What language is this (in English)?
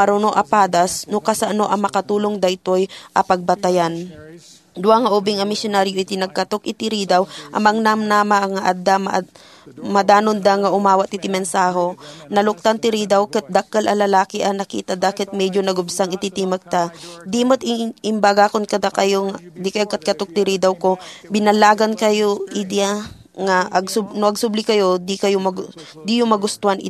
Iloko